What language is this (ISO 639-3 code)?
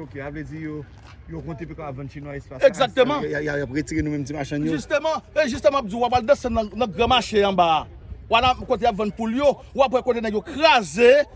hat